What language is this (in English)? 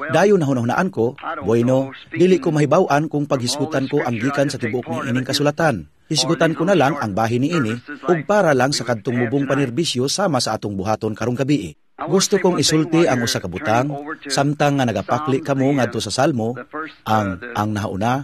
Cebuano